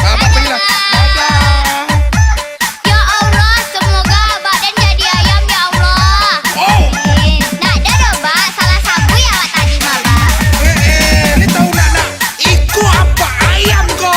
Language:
Minangkabau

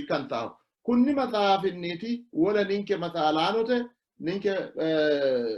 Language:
Sidamo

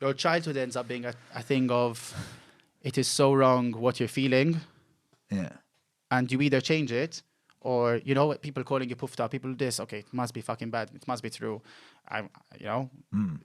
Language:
English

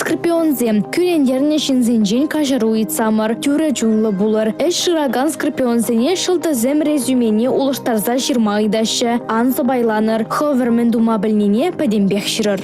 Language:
Chuvash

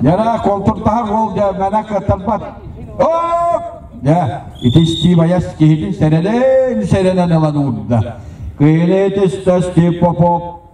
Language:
Yakut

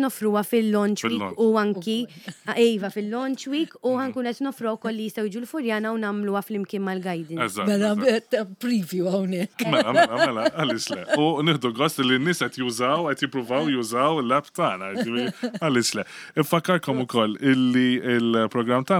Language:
Maltese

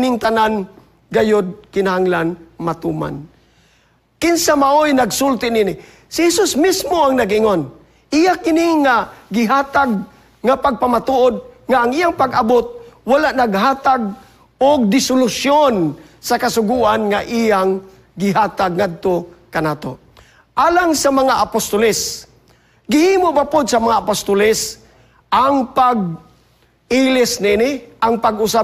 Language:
Cebuano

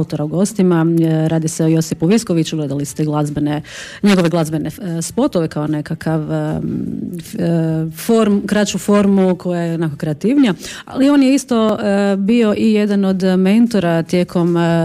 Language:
Croatian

